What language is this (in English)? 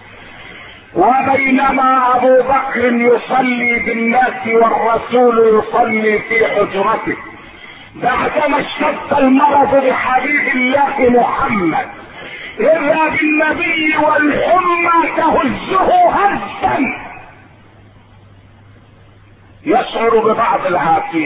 Arabic